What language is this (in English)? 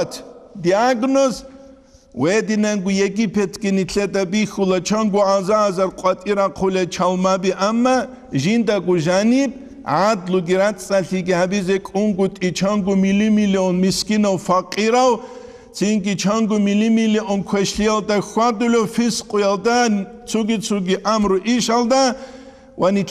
Avaric